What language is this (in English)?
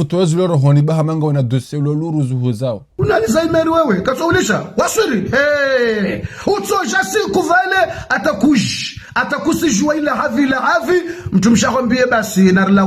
Ngazidja Comorian